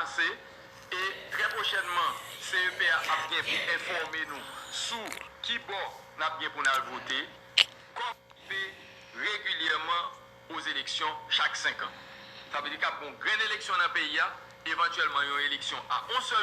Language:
Haitian Creole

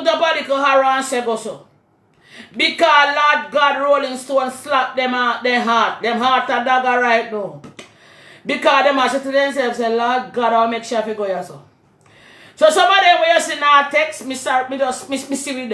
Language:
Jamaican Creole English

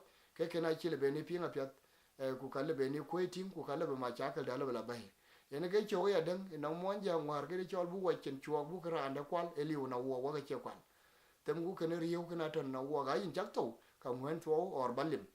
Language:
Dinka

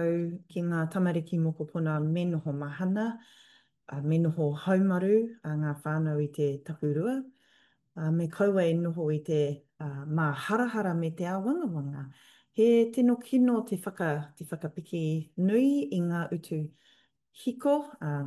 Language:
Māori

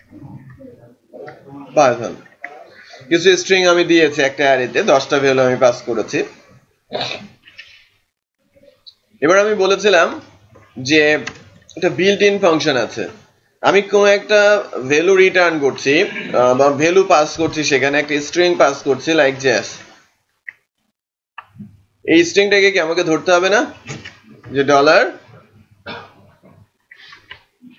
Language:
Bangla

